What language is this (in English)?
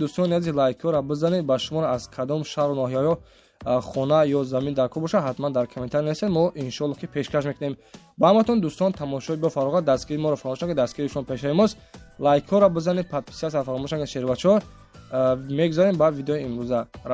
Tajik